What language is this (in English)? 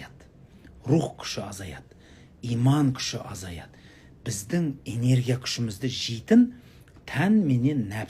Kazakh